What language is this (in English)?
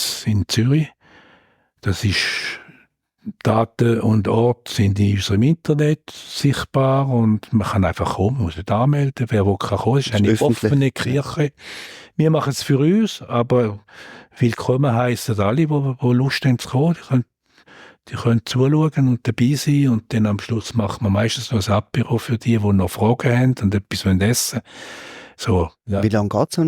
Swiss German